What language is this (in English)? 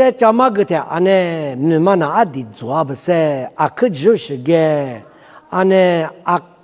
Lisu